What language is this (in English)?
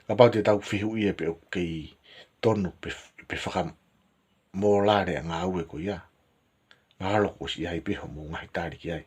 Tongan